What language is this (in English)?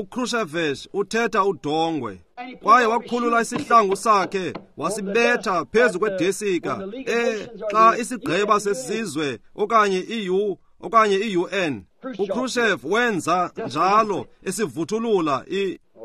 Xhosa